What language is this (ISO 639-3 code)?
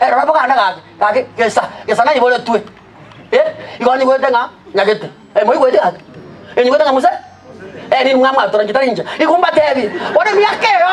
guz